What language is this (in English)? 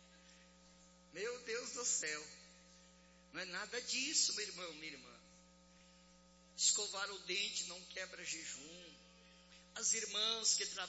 Portuguese